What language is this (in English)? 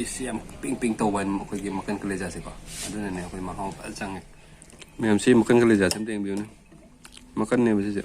Manipuri